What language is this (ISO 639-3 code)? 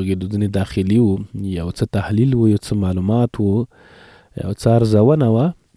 pus